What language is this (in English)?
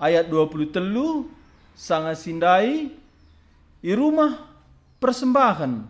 Batak Karo